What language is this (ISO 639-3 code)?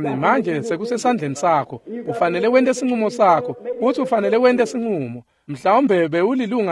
ssw